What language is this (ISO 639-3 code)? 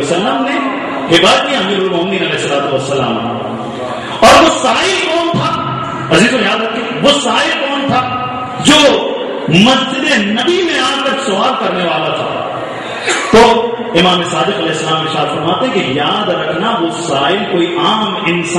urd